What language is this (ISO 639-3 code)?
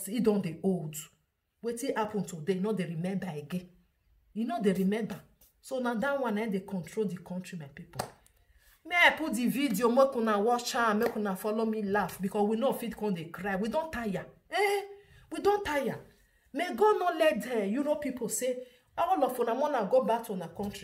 pcm